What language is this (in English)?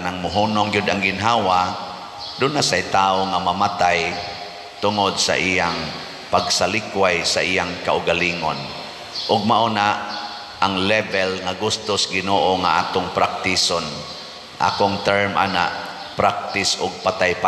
Cebuano